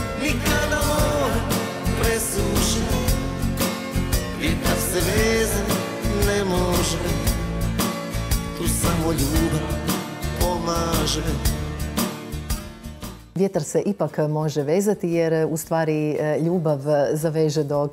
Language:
Croatian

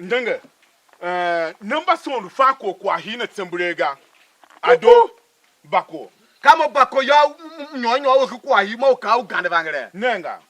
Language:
Tiv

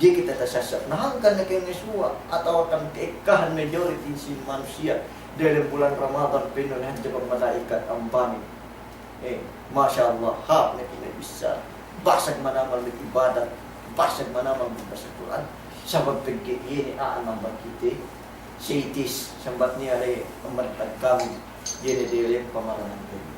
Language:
Yakan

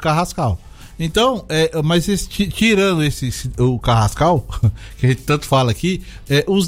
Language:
Portuguese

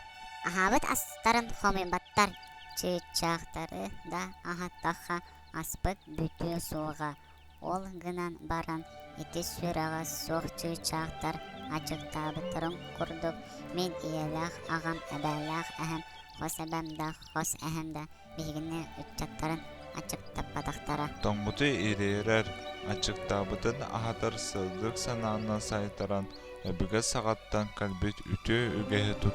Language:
Yakut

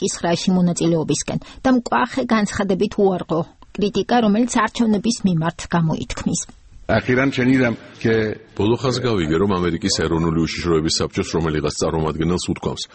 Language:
Georgian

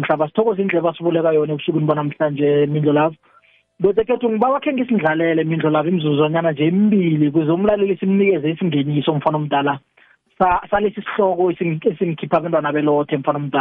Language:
South Ndebele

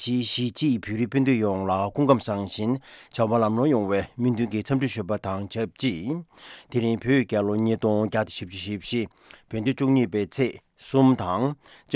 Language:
Tibetan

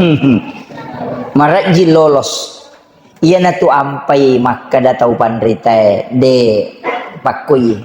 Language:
Buginese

